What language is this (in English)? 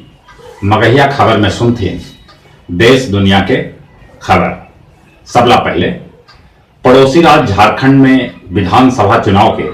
Magahi